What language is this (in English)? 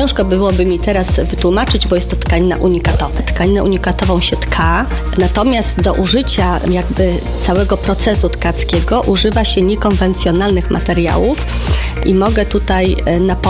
Polish